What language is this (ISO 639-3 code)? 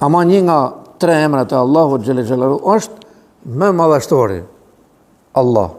sqi